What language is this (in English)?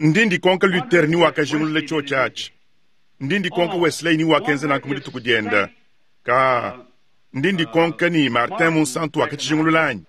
Luba-Lulua